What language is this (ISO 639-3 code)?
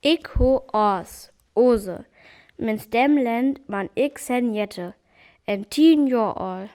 frr